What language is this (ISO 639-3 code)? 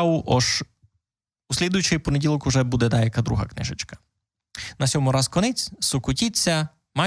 rue